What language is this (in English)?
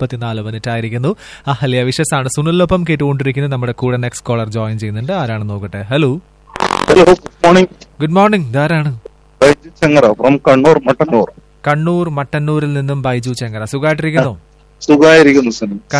Malayalam